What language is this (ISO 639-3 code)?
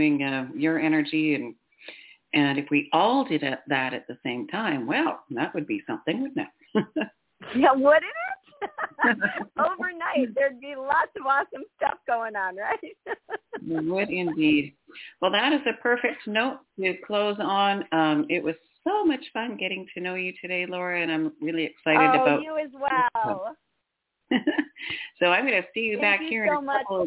eng